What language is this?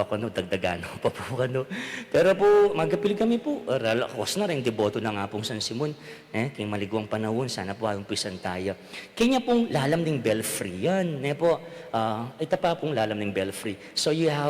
Pampanga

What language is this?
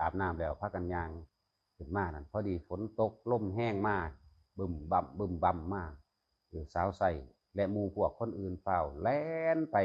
Northeastern Thai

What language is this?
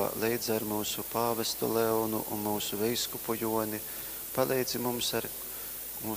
Latgalian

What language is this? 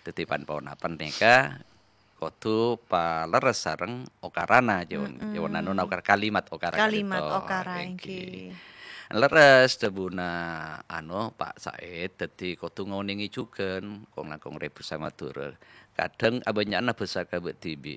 Madurese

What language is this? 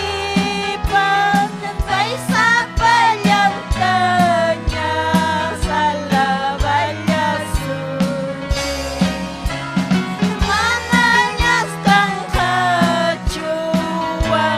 Ayacucho Quechua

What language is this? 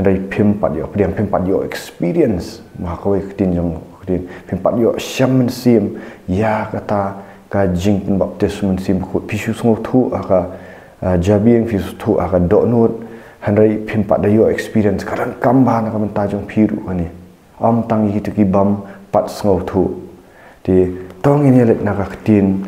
Khasi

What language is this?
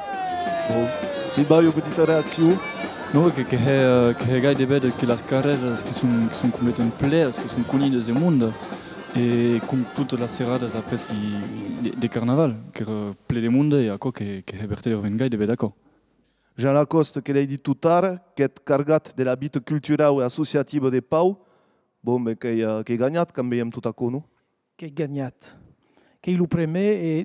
Occitan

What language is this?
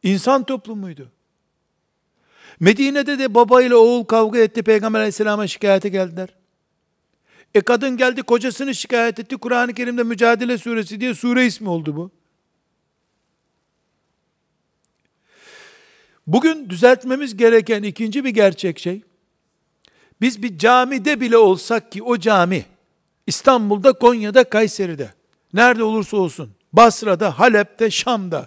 Turkish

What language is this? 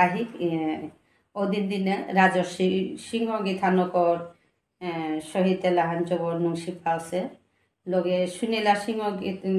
Bishnupriya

